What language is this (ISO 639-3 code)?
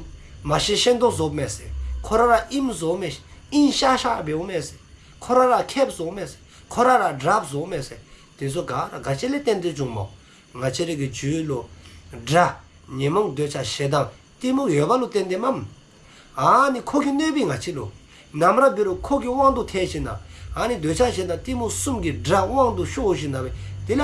dzo